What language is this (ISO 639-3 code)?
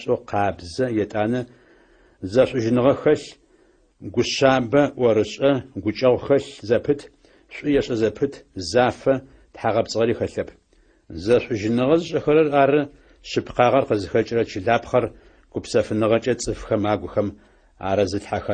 ady